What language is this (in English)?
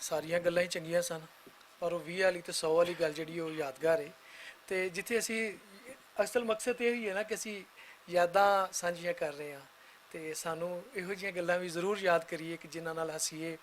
Western Panjabi